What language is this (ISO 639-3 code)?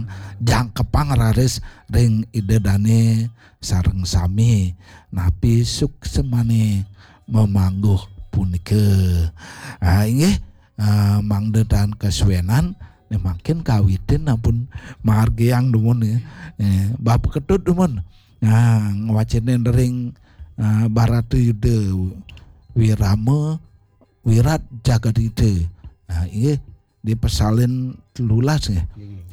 ban